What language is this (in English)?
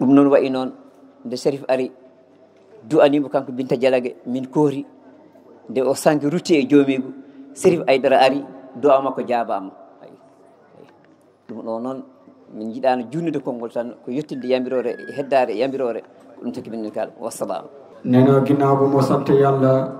Fula